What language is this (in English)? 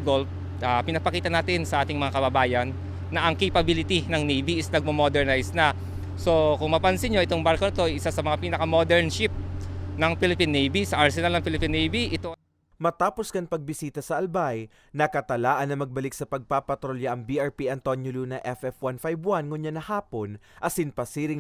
Bikol